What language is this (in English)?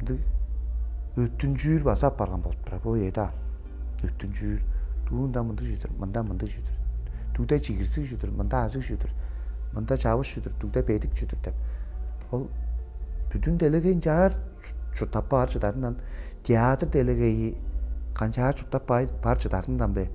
Tuvinian